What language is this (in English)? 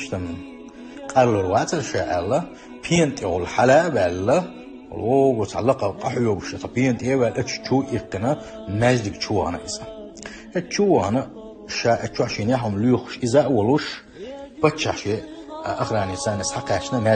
Chechen